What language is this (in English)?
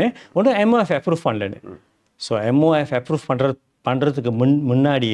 Tamil